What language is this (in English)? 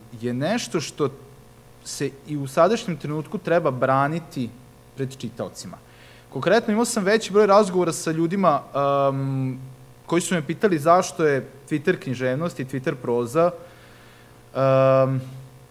Serbian